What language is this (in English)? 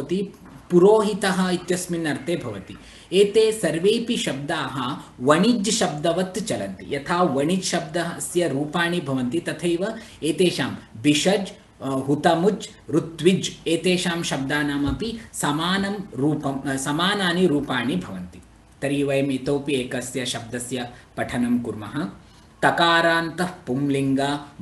Sanskrit